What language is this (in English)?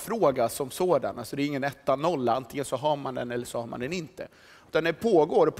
Swedish